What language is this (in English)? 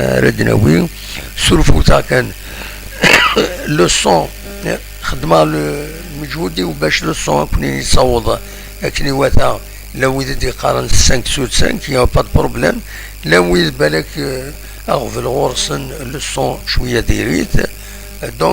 Kabyle